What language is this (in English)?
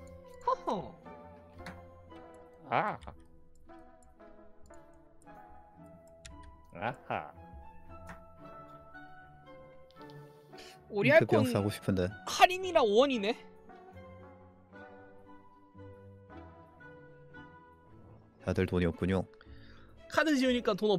Korean